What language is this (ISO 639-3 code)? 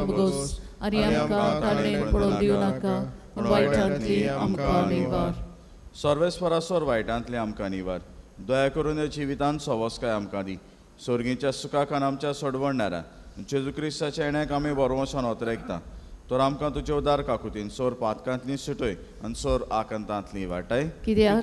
kok